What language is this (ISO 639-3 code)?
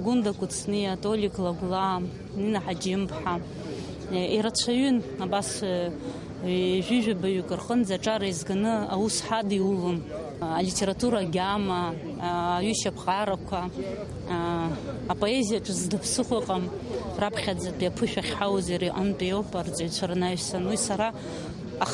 abk